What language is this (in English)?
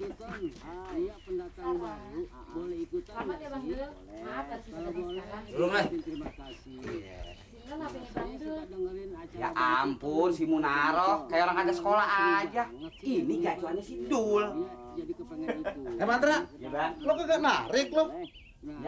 Betawi